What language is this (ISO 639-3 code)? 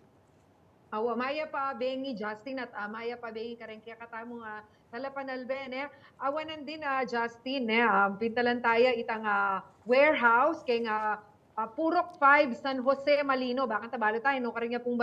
pam